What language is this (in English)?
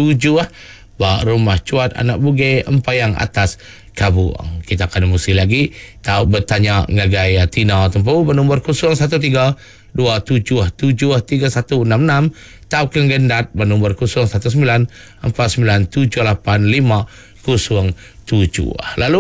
Iban